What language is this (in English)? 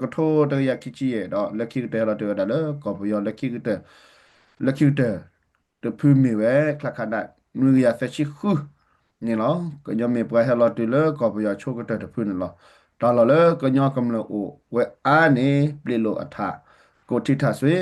S'gaw Karen